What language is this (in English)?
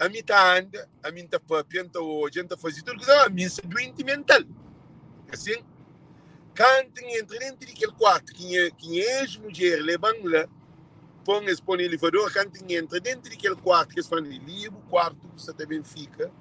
Kabuverdianu